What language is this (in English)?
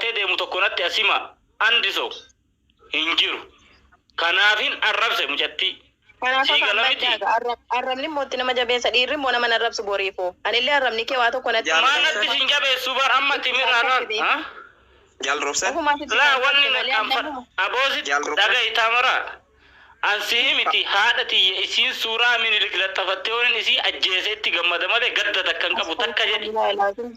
Oromo